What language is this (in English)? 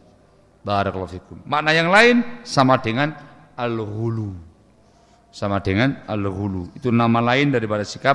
Indonesian